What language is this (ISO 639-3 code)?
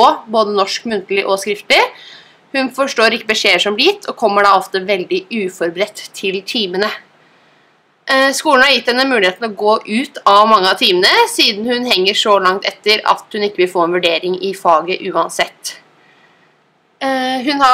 nor